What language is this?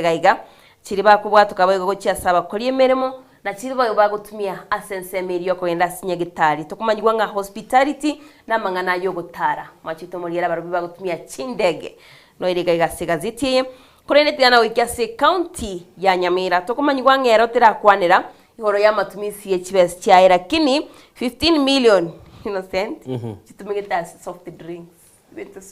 Gusii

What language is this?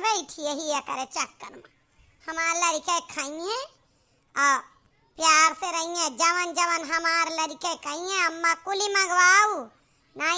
Awadhi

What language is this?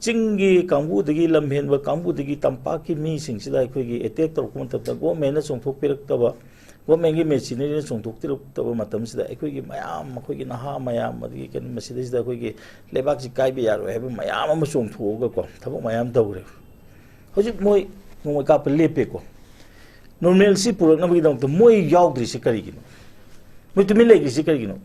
Manipuri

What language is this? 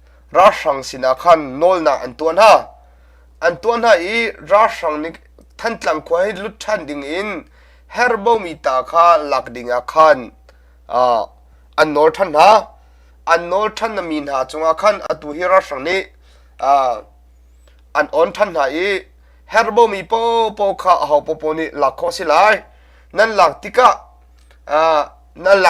Hakha Chin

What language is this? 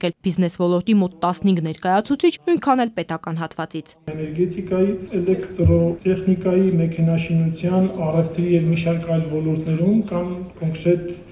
Armenian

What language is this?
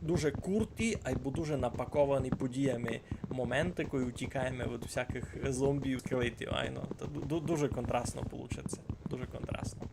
Rusyn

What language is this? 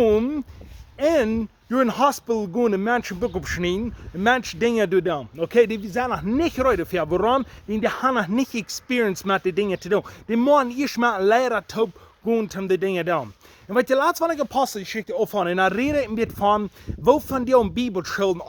Plautdietsch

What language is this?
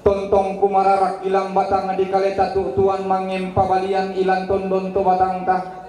Toraja-Sa'dan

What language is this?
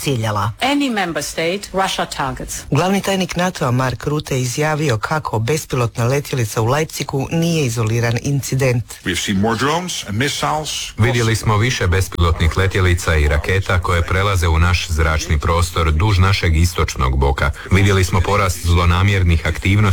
Croatian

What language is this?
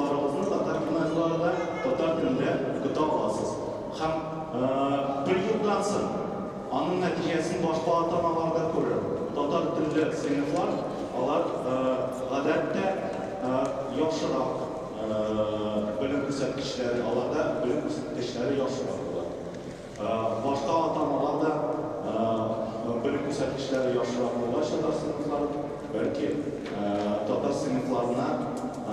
Tatar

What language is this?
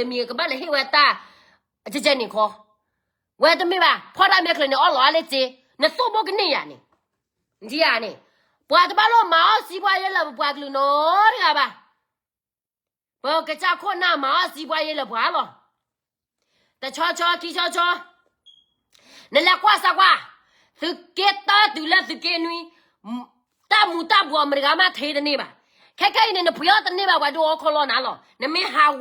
S'gaw Karen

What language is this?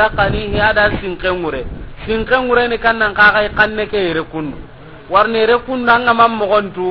Soninke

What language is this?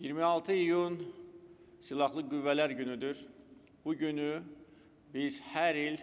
Azerbaijani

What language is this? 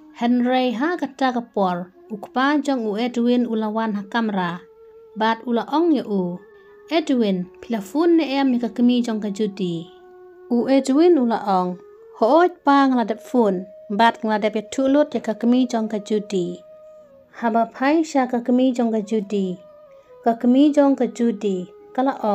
Khasi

